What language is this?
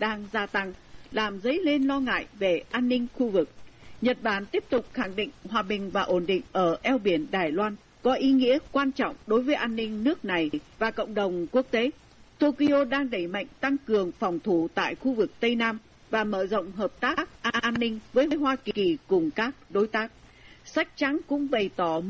Vietnamese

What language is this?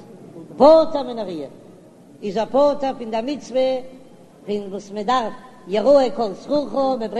Yiddish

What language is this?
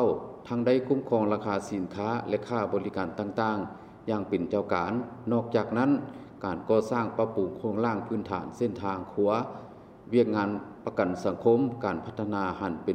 Lao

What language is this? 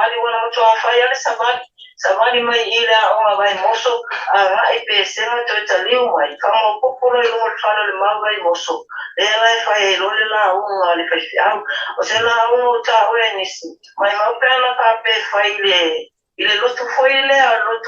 Samoan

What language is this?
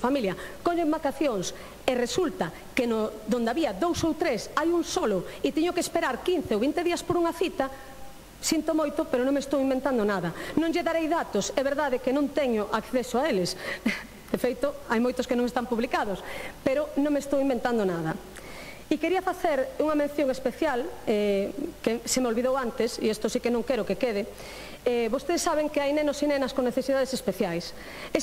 Galician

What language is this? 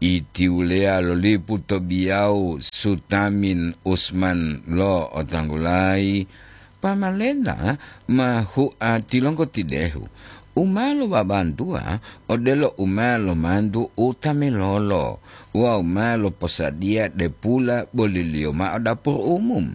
Gorontalo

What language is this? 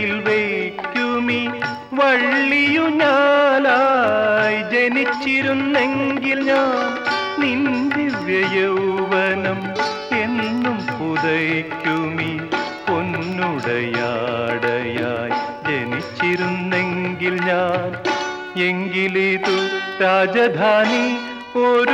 Malayalam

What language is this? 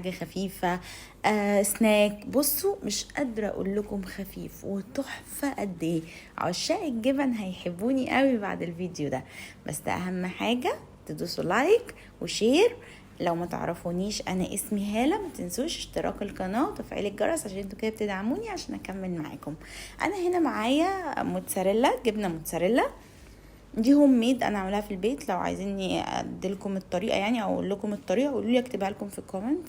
Egyptian Arabic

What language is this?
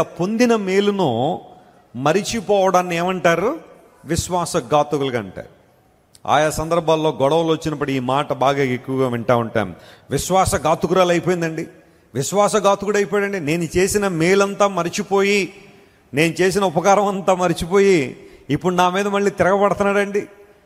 Telugu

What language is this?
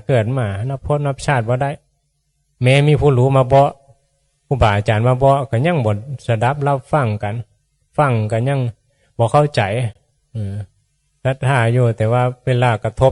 Northeastern Thai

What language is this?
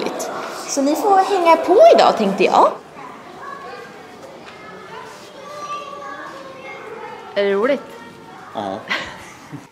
Swedish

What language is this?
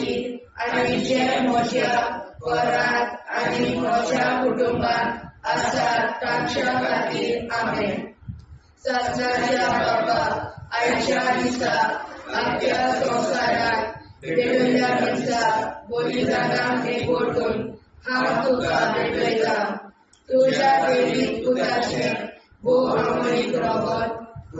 Konkani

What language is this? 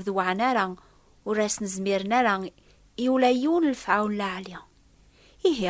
Kabyle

